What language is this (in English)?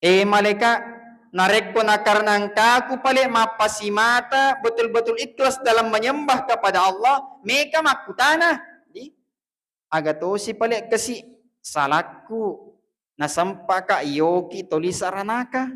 Buginese